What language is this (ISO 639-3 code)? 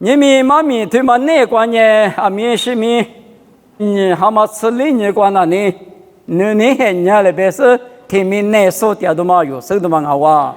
lis